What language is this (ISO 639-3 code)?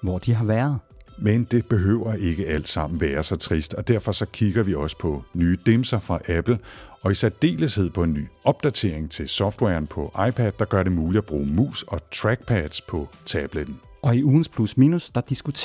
dan